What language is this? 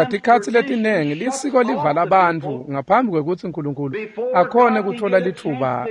Swati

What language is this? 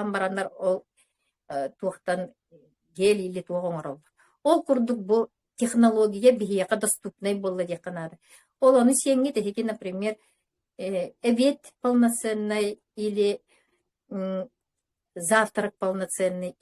Yakut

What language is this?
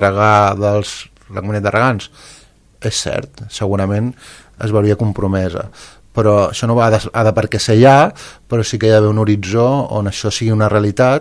Catalan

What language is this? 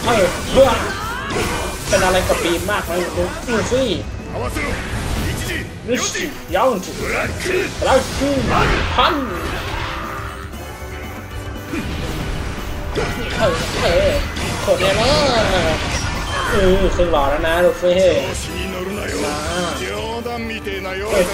Thai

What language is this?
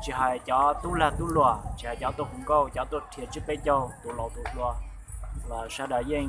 Hmong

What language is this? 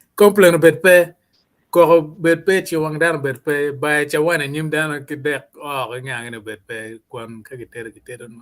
Acoli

